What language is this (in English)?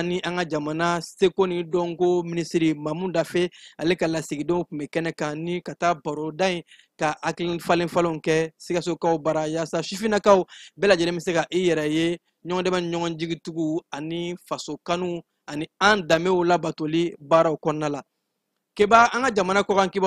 Bambara